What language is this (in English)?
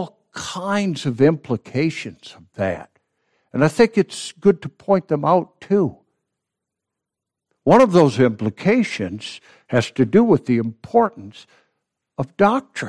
English